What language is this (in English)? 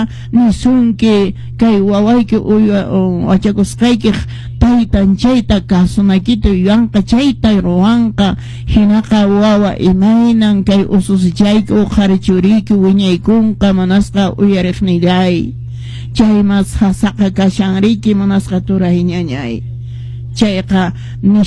Quechua